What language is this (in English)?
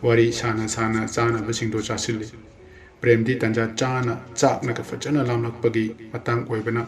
Manipuri